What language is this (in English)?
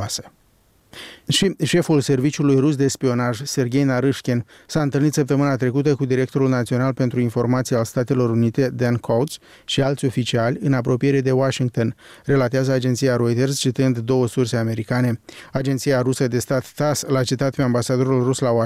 Romanian